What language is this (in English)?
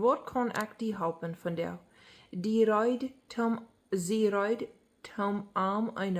Plautdietsch